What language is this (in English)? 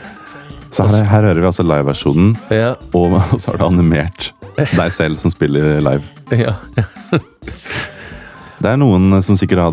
Norwegian